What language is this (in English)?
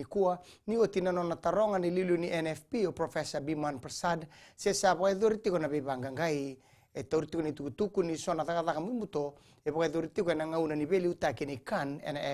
Fijian